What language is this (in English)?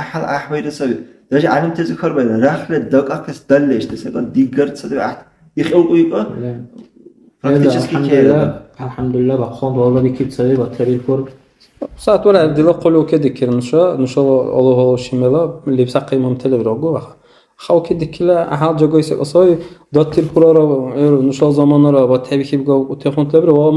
Dargwa